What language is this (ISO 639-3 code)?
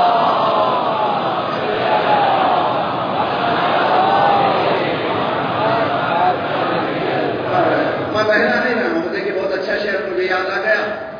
urd